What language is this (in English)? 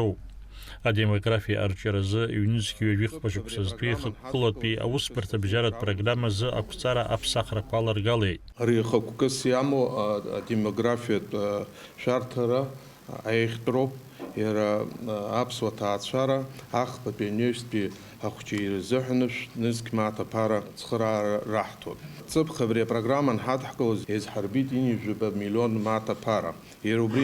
Abkhazian